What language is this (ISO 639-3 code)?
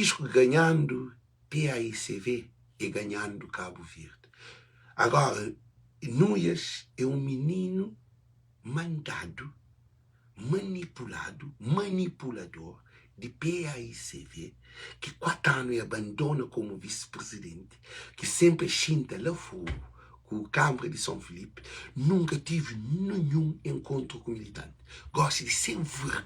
kea